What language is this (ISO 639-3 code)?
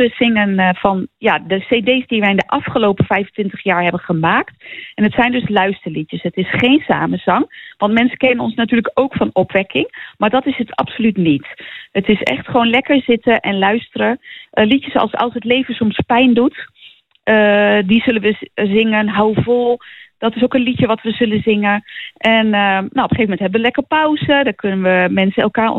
nld